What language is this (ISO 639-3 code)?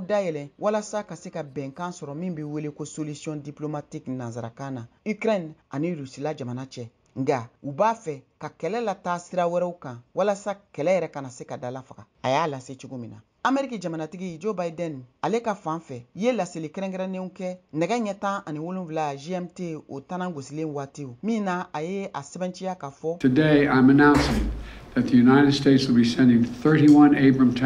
bam